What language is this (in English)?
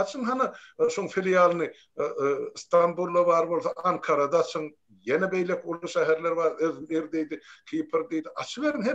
Turkmen